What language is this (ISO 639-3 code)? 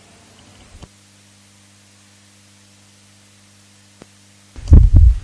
spa